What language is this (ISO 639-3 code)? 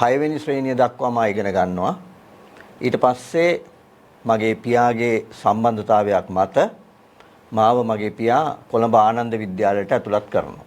sin